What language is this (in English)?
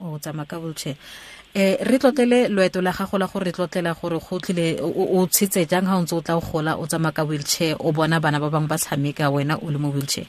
Tswana